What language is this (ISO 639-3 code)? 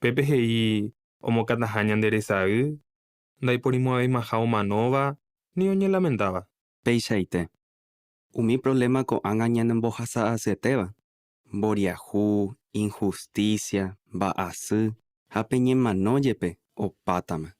grn